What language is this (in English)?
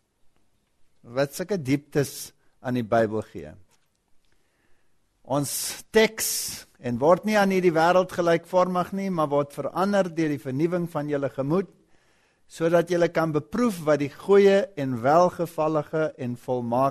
Afrikaans